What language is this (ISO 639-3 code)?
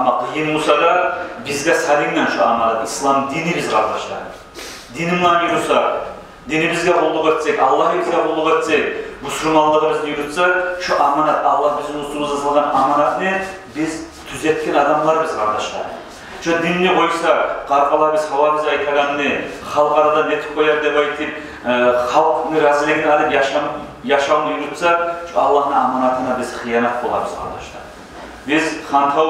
kum